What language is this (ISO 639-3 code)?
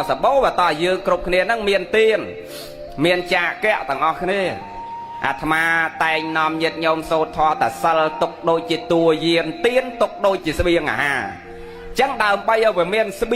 khm